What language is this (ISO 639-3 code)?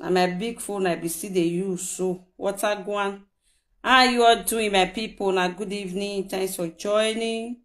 pcm